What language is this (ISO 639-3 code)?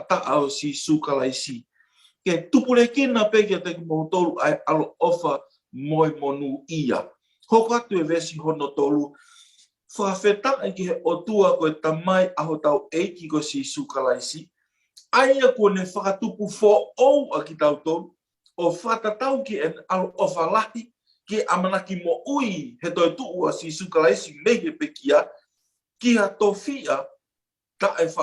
ton